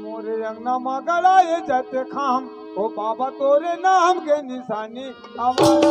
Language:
Chhattisgarhi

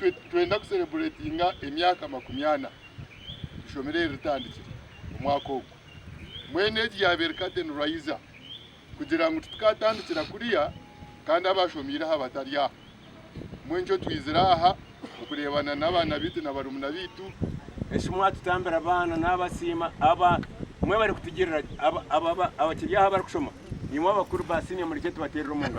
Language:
Nyankole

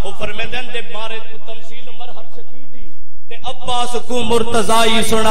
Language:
Saraiki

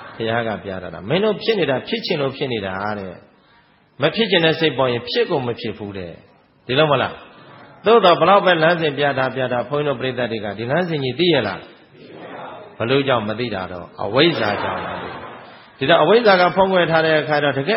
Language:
Burmese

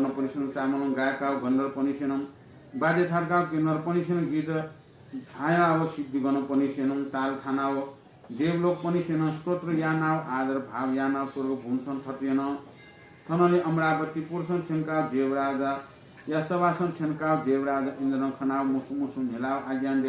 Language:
Newari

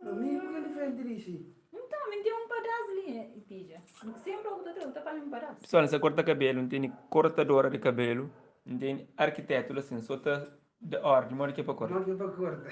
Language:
Kabuverdianu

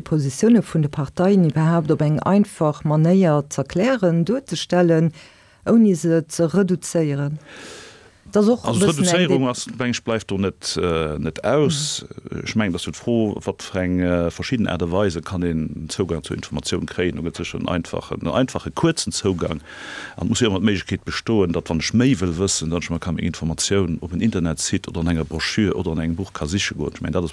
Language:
Luxembourgish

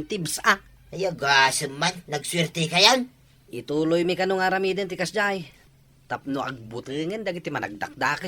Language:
Iloko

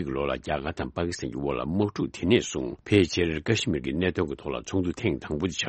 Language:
Tibetan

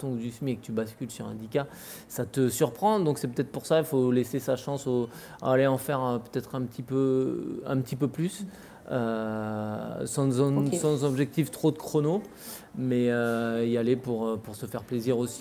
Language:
French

